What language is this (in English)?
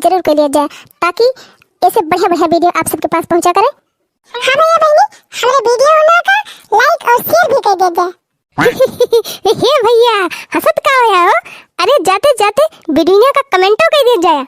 Awadhi